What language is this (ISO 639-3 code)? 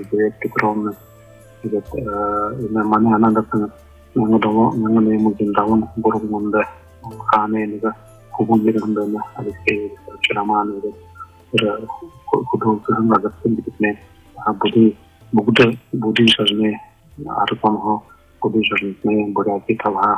bua